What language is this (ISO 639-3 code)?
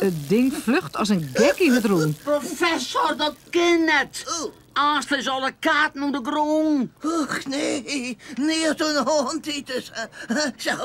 fry